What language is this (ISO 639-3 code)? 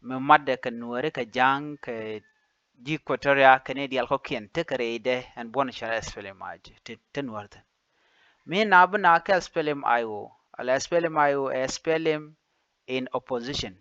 nus